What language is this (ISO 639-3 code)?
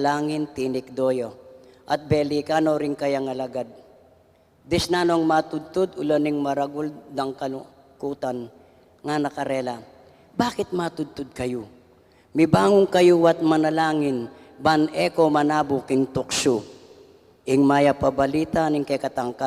pam